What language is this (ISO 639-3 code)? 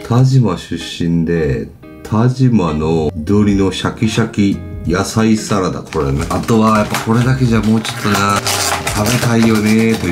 jpn